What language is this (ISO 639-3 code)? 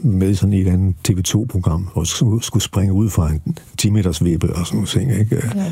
dan